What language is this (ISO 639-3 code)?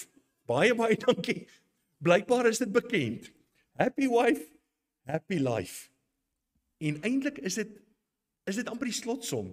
afr